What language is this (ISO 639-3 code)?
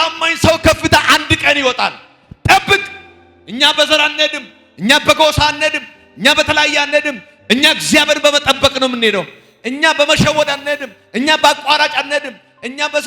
amh